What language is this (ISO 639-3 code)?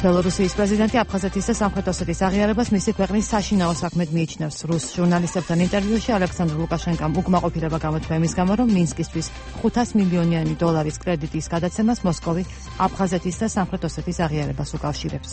kat